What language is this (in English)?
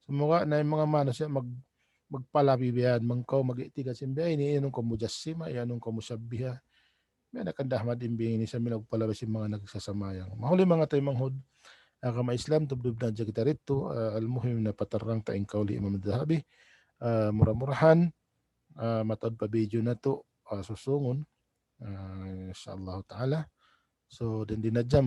Tausug